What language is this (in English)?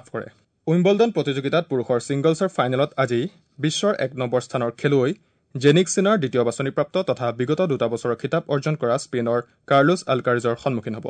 Assamese